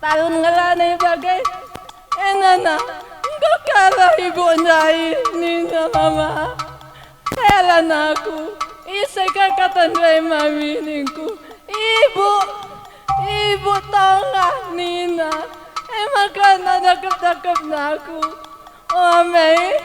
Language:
Batak Karo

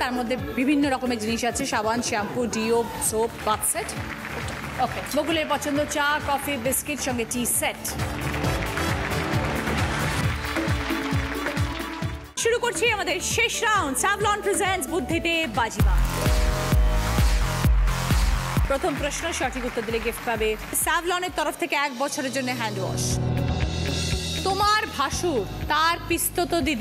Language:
Bangla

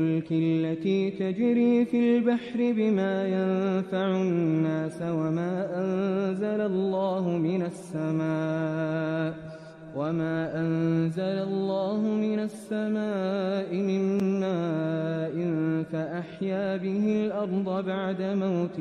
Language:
Arabic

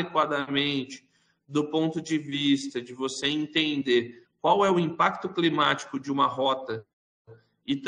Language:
Portuguese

